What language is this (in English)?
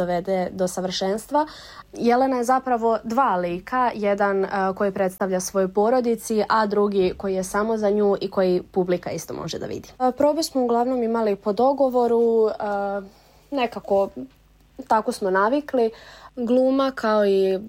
Serbian